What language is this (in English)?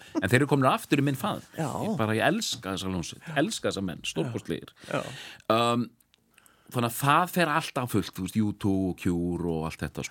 Icelandic